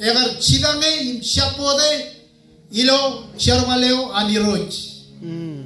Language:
Marshallese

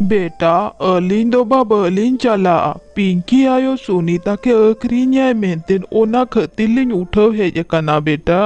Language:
Santali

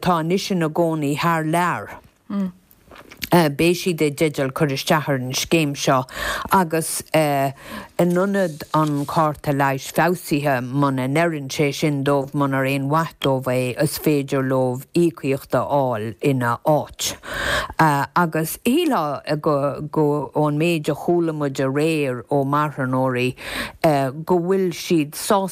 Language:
Irish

